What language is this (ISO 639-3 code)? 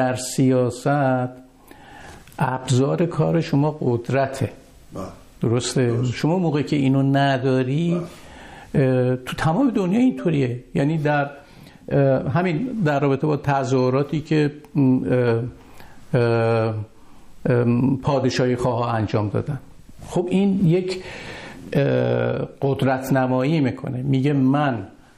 fas